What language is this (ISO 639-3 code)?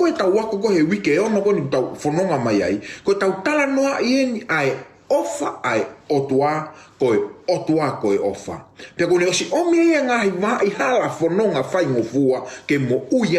ton